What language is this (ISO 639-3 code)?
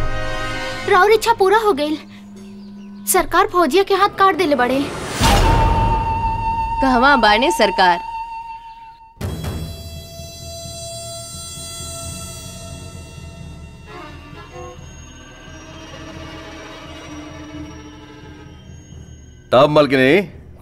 bho